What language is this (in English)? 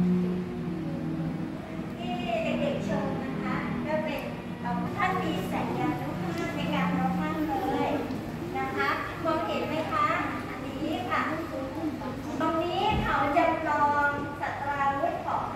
Thai